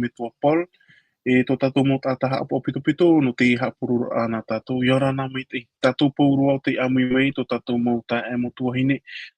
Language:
Tahitian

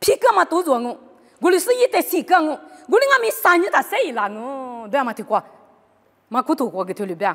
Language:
Lisu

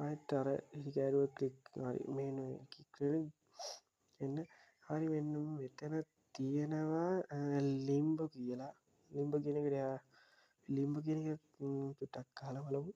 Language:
Sinhala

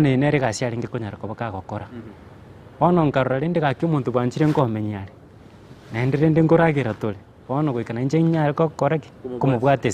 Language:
Gusii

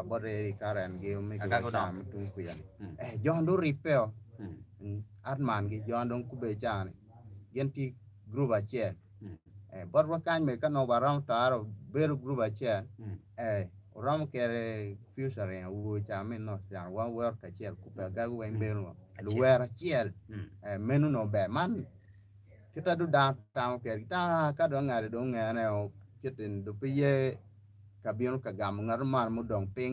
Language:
Acoli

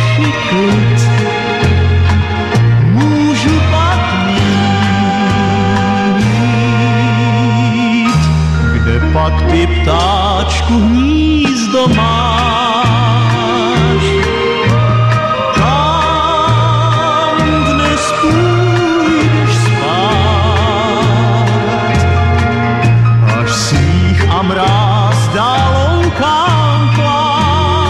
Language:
Czech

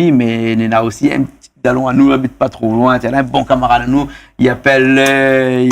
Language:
Réunion Creole French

